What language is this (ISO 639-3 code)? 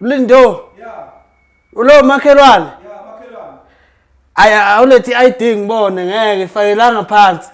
zul